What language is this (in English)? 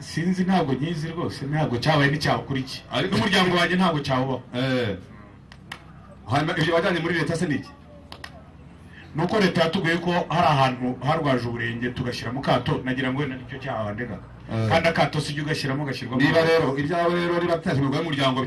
Kinyarwanda